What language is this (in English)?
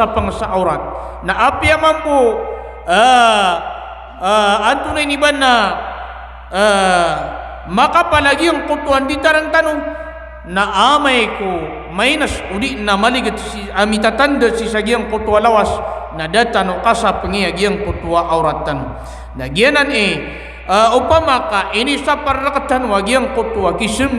Maranao